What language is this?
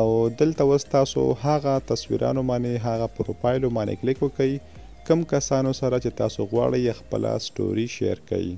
Pashto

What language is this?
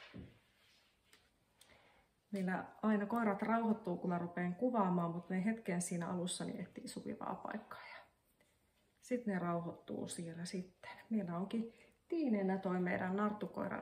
Finnish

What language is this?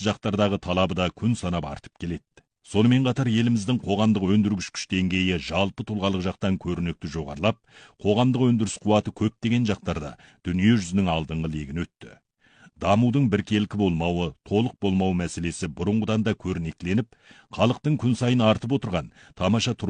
Kazakh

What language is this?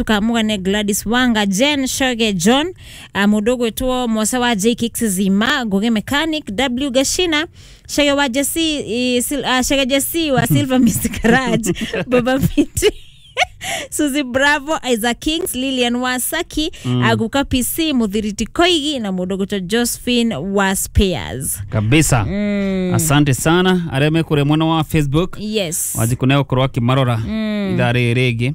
Kikuyu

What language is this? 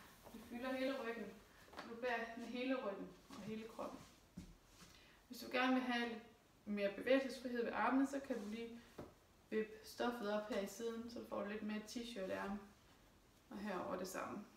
Danish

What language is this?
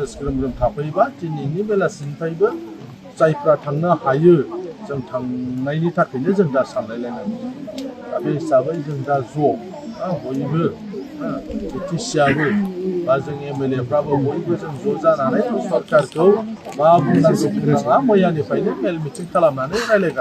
Bodo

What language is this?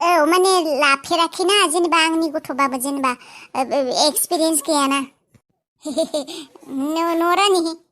Bodo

